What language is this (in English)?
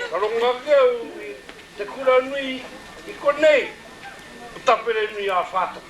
Māori